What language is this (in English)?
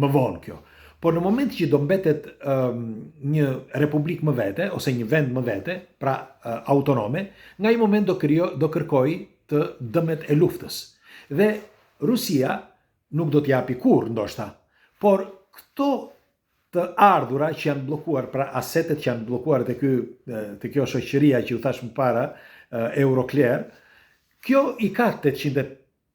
Albanian